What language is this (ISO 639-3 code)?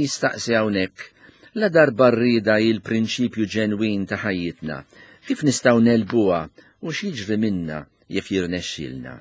mlt